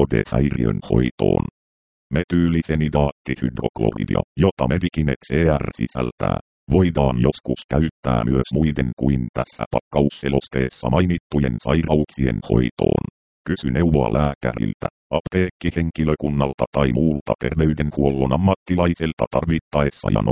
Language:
Finnish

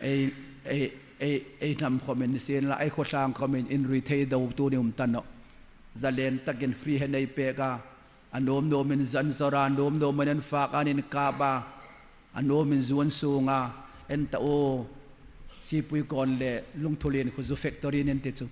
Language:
Hmar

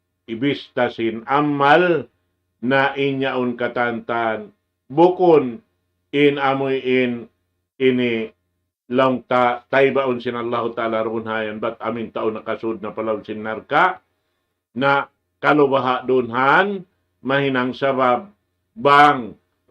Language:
Tausug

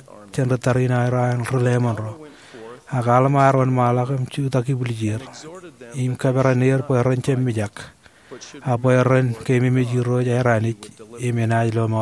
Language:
Marshallese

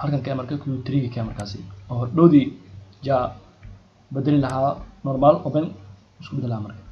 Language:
Somali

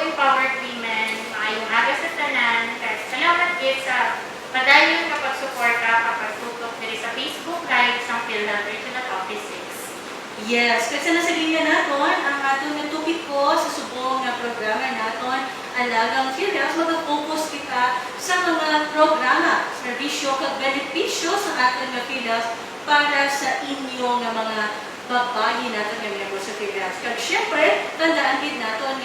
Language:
Hiligaynon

